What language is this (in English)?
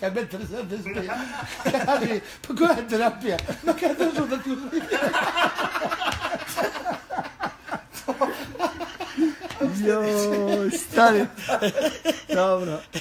Bosnian